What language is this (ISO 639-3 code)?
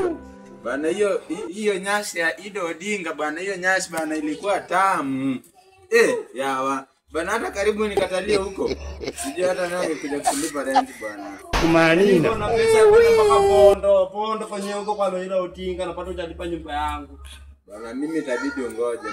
swa